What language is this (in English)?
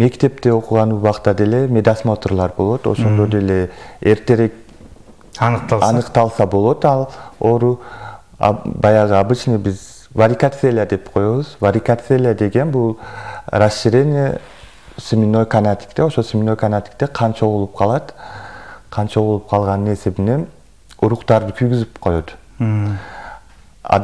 Kyrgyz